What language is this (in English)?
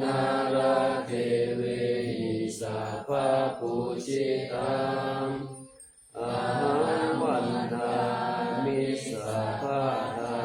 Pali